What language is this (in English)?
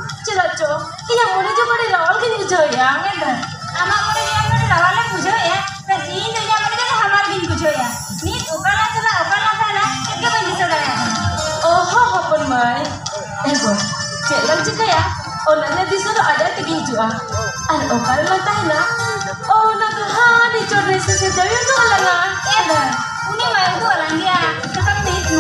Santali